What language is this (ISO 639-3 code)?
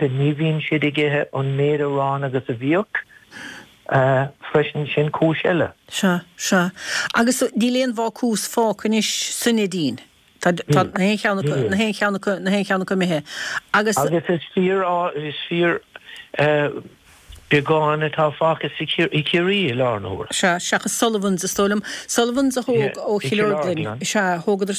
gle